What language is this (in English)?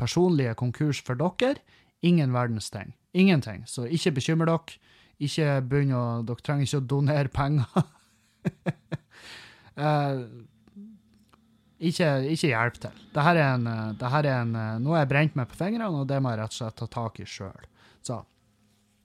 Norwegian